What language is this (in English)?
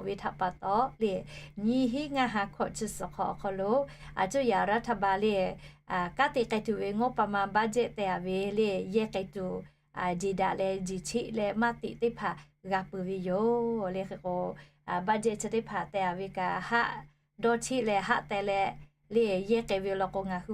Lahu